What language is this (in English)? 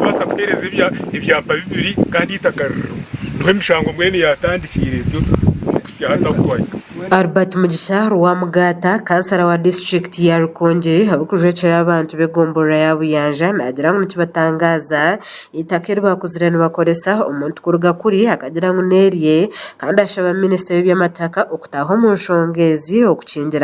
Nyankole